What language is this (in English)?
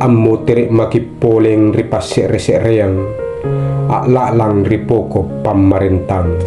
Makasar